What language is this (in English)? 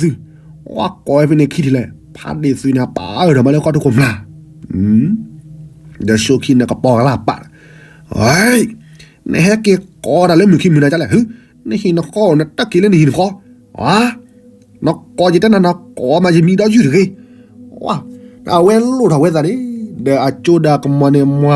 S'gaw Karen